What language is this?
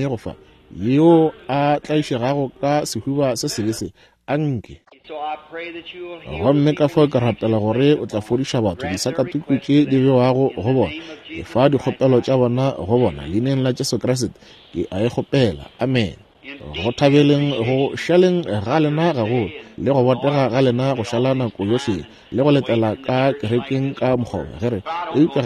Northern Sotho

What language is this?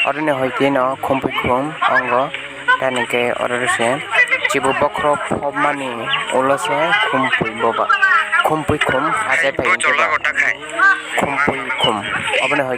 Kok Borok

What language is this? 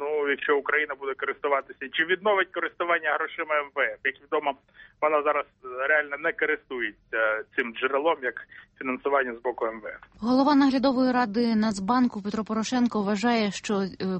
Ukrainian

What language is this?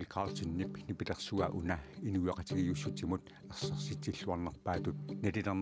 Kalaallisut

